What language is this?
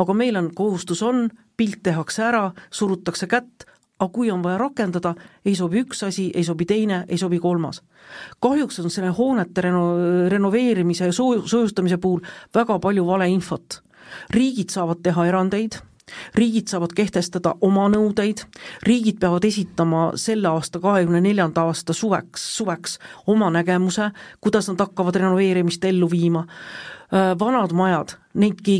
Estonian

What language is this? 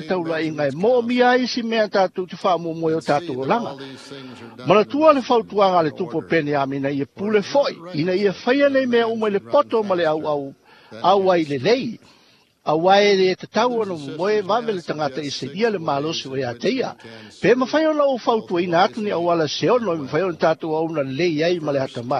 Samoan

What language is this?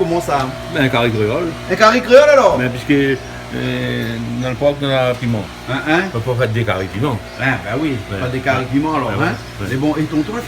Réunion Creole French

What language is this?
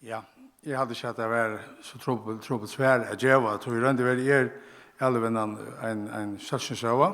Faroese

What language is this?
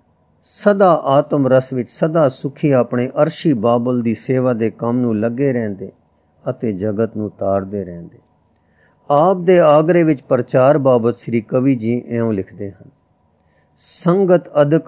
Punjabi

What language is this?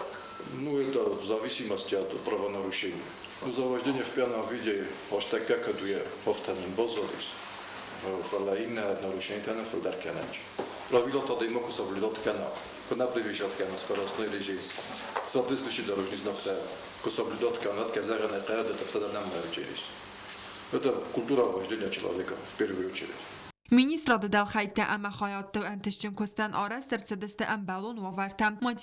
Ossetic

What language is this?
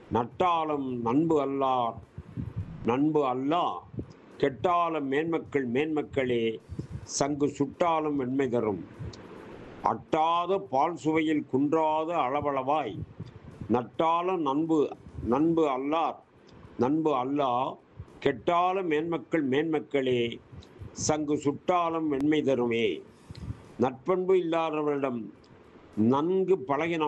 Tamil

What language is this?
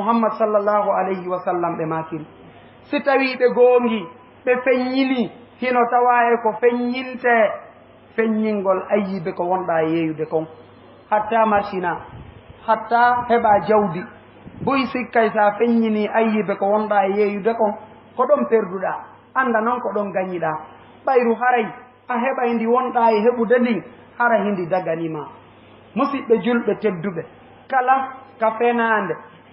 Fula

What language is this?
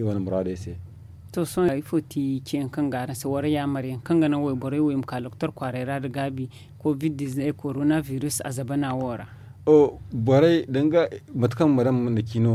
Zarma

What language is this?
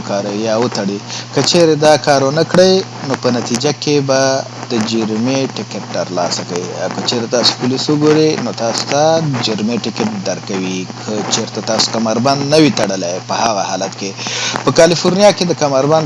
Pashto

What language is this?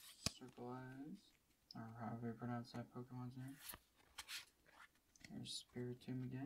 English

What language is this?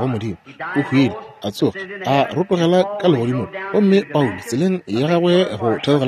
Northern Sotho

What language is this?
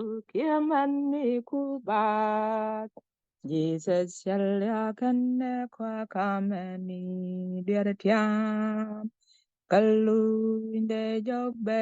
Nuer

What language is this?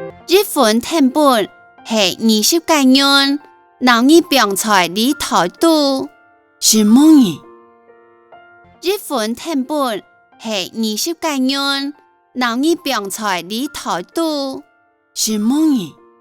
Hakka Chinese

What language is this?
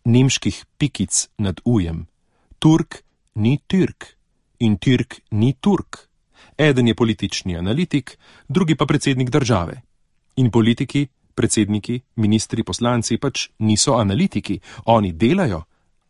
Slovenian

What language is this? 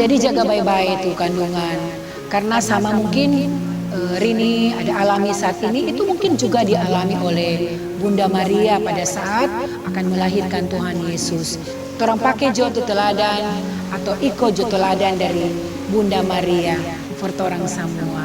Manado Malay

